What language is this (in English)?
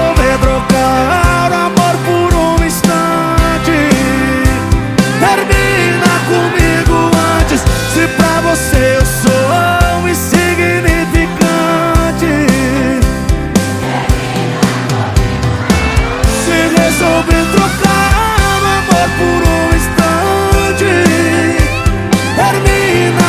Portuguese